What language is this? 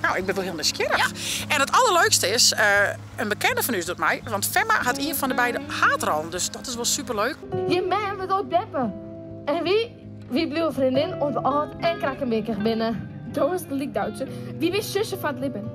Western Frisian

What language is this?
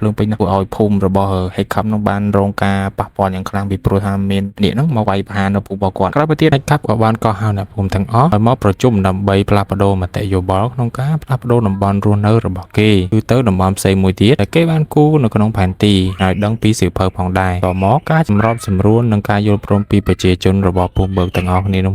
Khmer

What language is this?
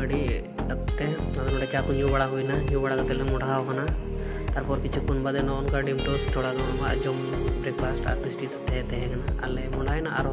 Santali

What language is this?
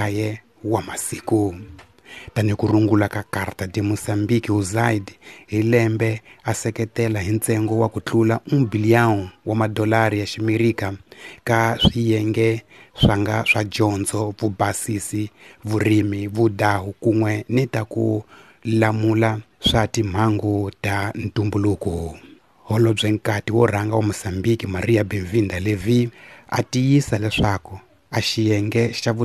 Tsonga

